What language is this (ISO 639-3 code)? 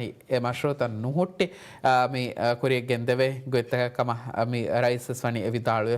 div